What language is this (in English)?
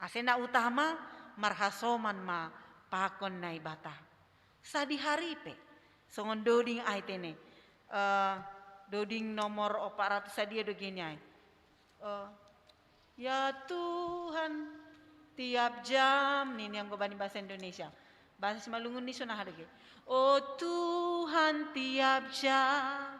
Batak Simalungun